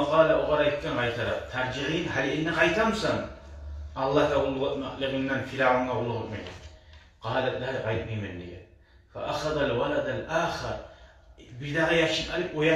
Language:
Kumyk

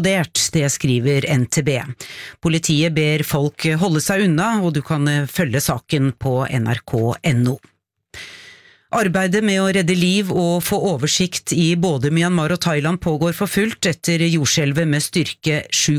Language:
Norwegian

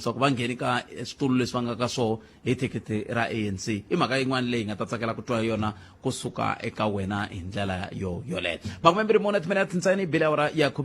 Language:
Tsonga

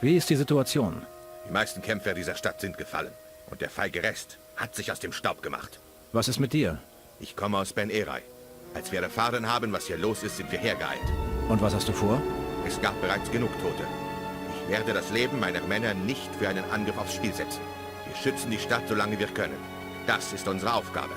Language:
Bavarian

